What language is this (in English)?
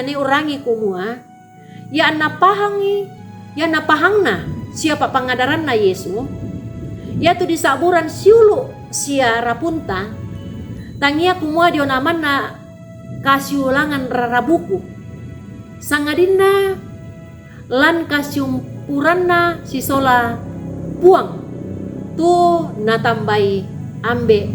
Toraja-Sa'dan